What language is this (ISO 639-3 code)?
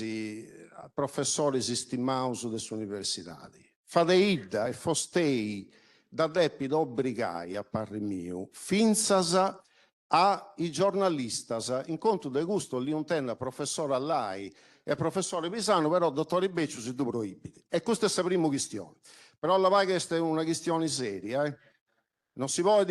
srd